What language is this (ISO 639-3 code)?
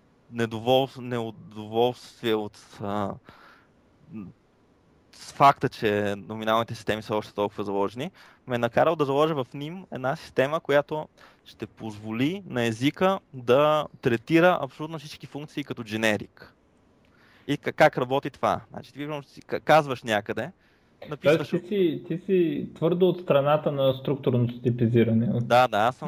bul